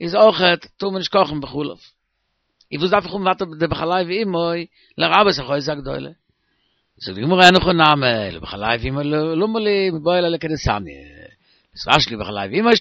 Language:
Yiddish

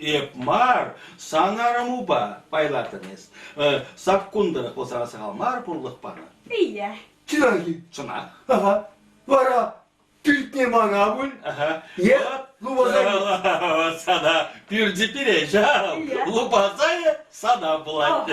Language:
Chuvash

